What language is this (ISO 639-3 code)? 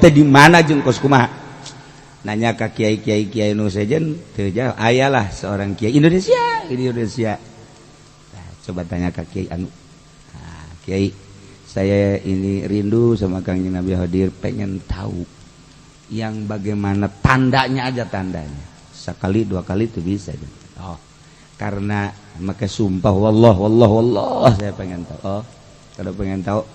sun